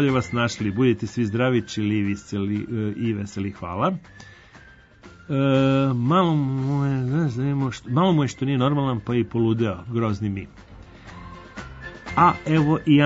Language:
Serbian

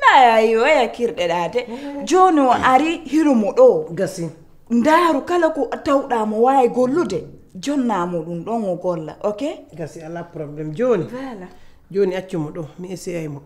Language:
Pular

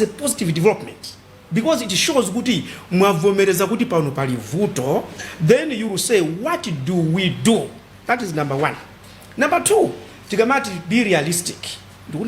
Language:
Nyanja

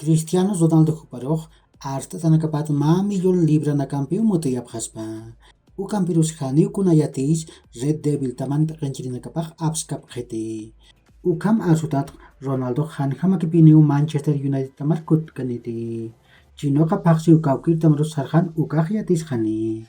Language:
Aymara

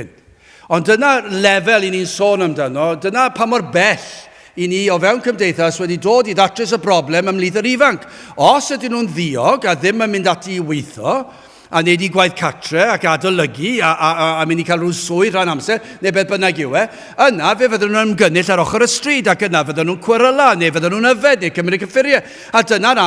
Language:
Welsh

